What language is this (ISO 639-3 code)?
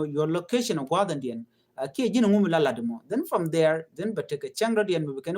nus